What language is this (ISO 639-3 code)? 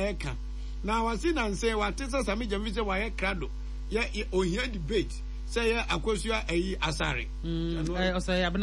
aka